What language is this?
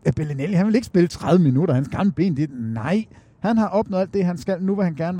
Danish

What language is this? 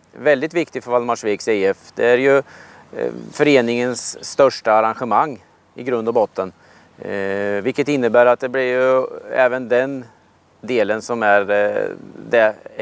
Swedish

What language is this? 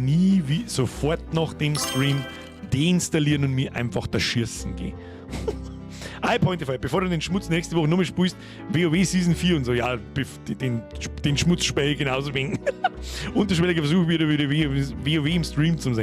Bavarian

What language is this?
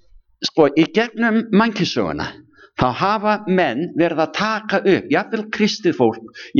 Icelandic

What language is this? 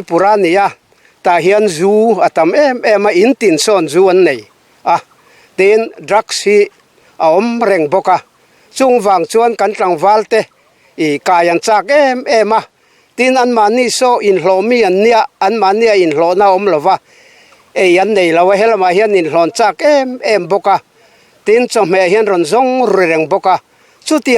Mizo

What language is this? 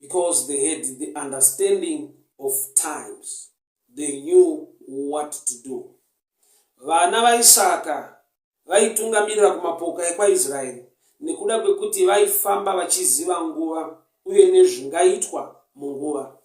Shona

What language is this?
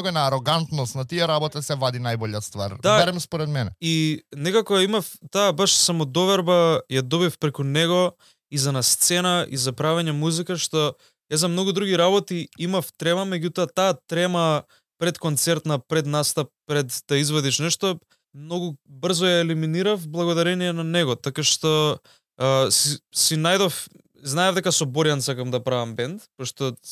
Macedonian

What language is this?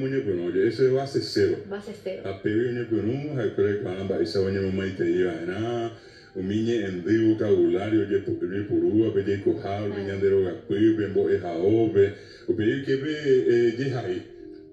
Guarani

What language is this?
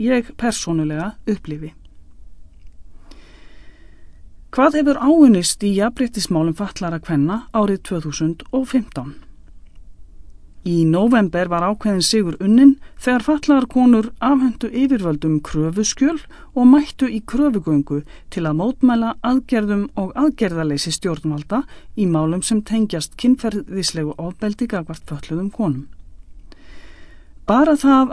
Icelandic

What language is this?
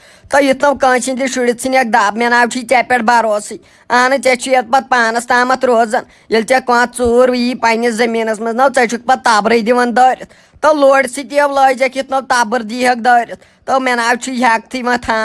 Kashmiri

